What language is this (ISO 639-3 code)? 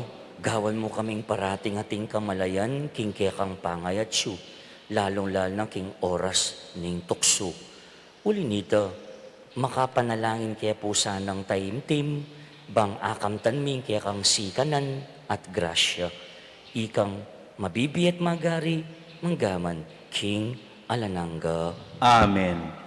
pam